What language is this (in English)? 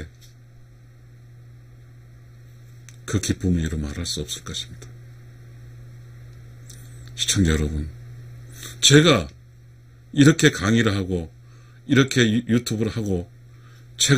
Korean